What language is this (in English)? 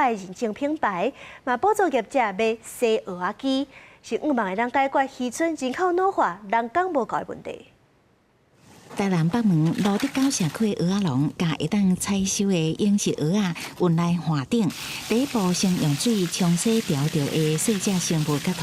Min Nan Chinese